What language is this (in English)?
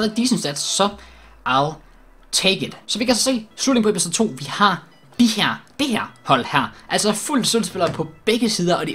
Danish